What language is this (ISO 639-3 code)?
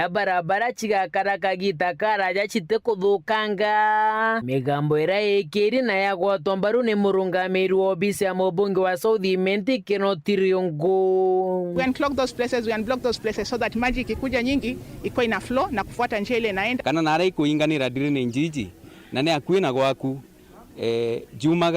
mer